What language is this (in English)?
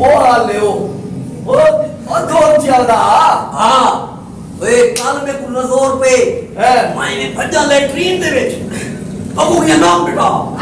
Saraiki